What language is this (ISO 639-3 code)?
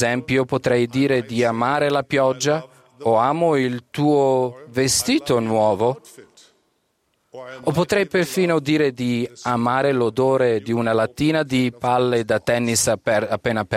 ita